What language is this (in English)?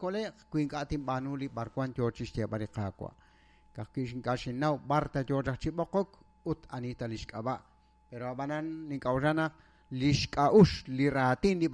Kekchí